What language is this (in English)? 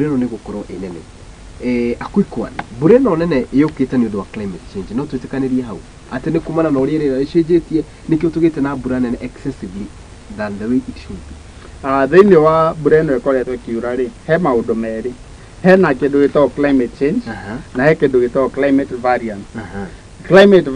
Kikuyu